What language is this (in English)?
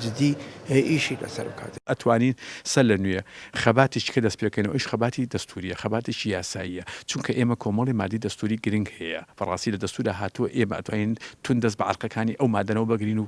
Central Kurdish